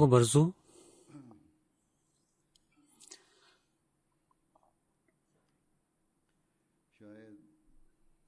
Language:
Bulgarian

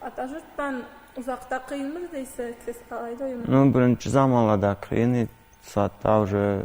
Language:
Karachay-Balkar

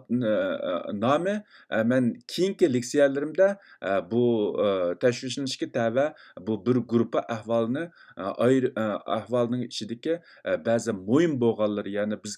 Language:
Uyghur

